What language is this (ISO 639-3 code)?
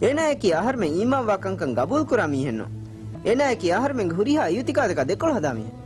div